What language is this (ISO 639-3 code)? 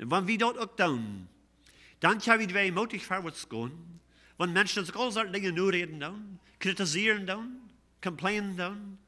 pdt